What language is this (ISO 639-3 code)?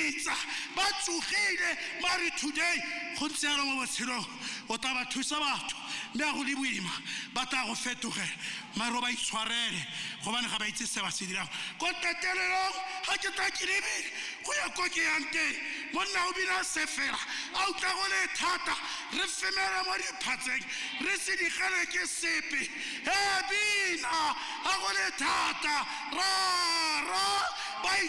tsn